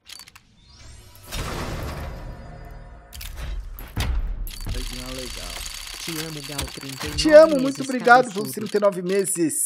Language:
Portuguese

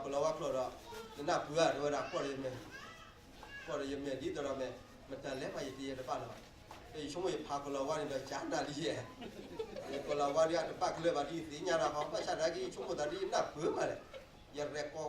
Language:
S'gaw Karen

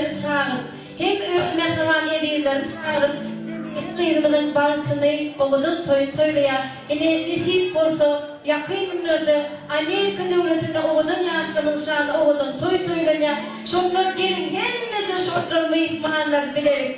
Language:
Turkmen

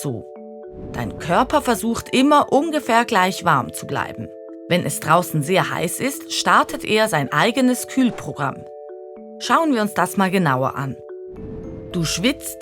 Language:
Swiss German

